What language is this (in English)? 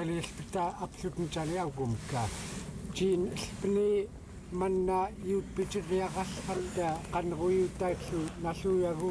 Central Yupik